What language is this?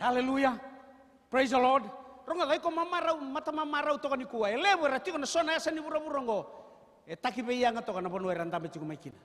Fijian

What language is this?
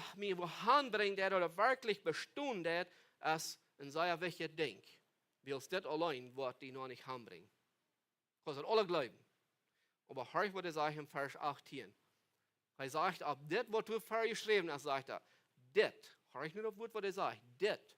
Plautdietsch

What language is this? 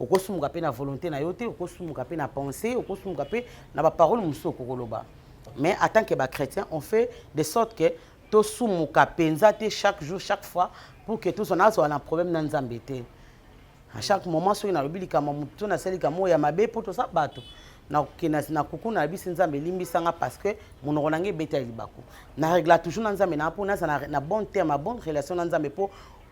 Lingala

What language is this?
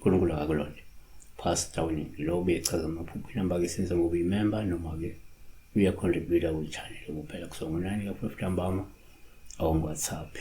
Zulu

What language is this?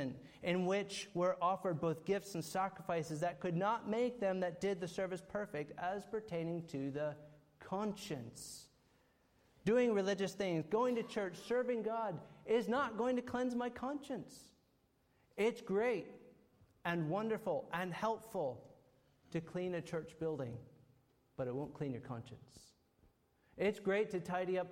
English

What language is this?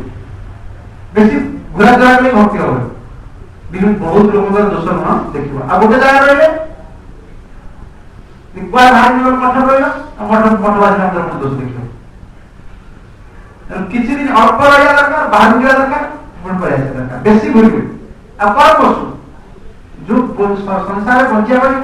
Odia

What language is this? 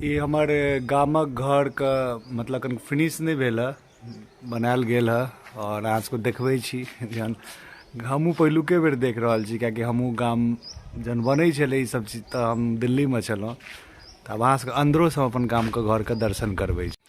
Maithili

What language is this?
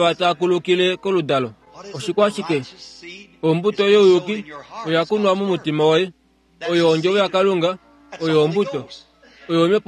Kuanyama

